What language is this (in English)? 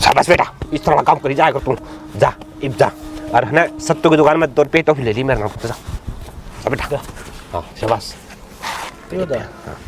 Haryanvi